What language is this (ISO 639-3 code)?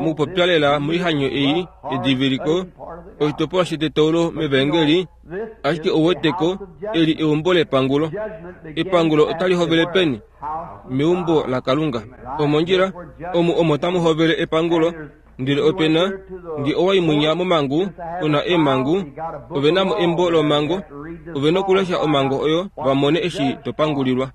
kua